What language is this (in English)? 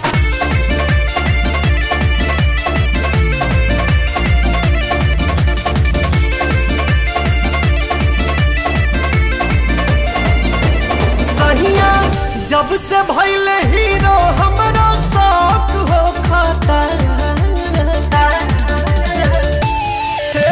Bhojpuri